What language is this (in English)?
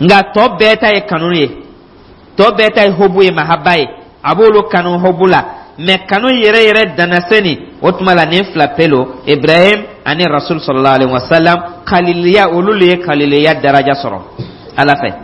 Dyula